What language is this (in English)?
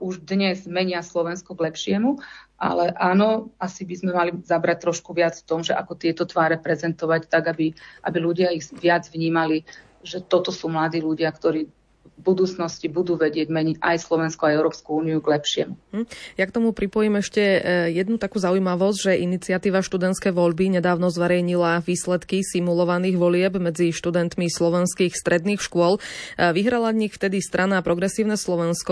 Slovak